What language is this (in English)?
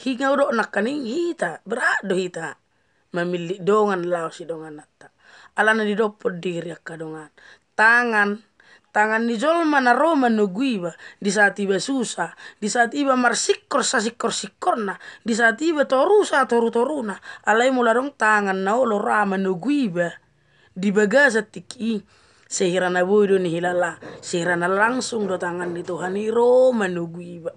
Batak Toba